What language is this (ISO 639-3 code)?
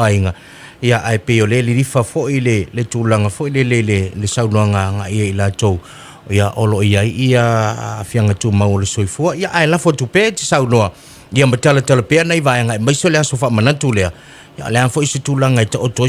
smo